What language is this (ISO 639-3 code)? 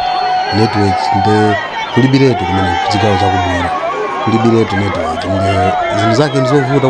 nya